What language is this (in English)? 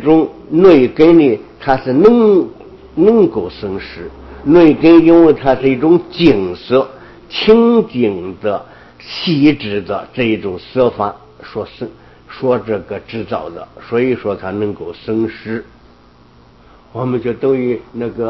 Chinese